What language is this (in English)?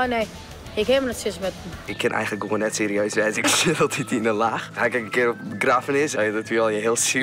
Western Frisian